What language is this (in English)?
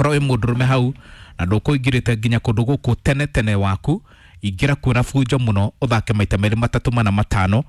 Kikuyu